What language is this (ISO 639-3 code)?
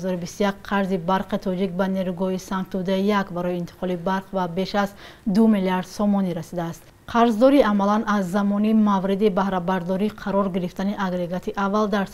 tgk